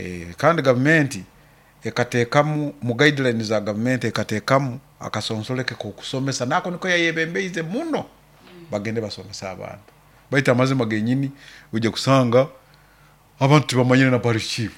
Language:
Nyoro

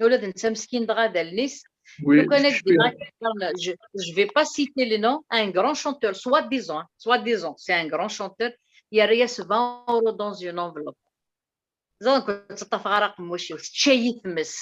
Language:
Kabyle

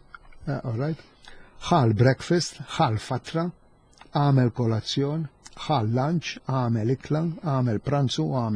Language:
Maltese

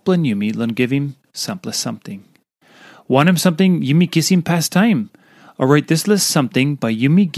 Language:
Tok Pisin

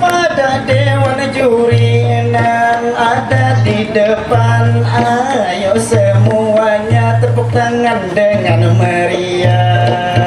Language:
Banjar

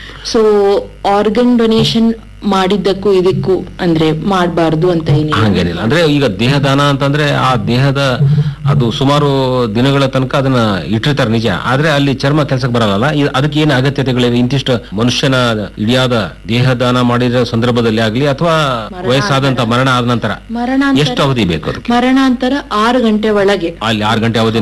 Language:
Kannada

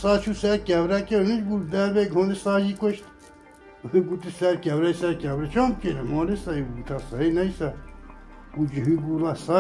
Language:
Kurdish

